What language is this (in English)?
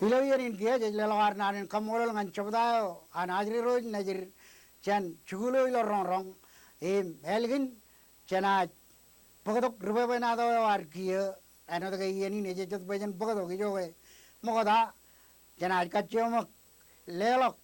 Marshallese